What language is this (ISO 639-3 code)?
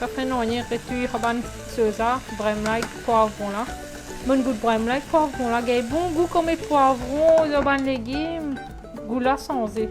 mfe